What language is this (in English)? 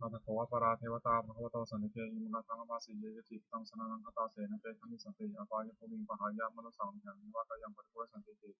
Pali